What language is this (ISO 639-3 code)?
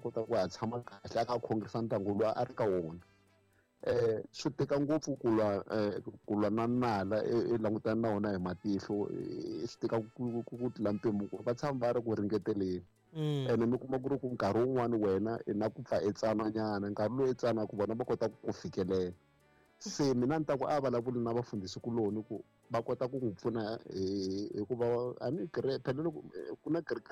tso